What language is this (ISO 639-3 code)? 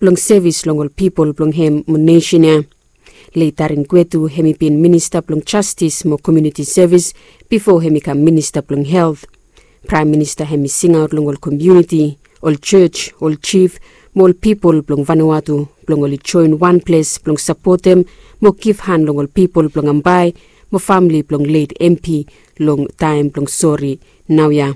bis